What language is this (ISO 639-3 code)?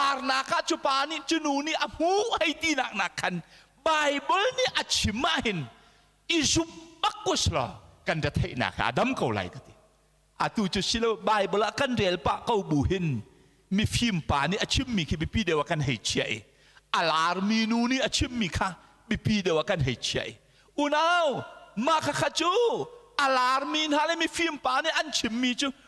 cnh